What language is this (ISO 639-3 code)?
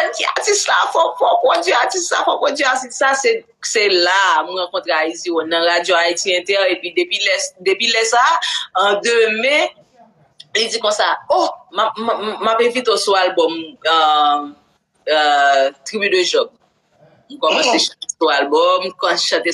hat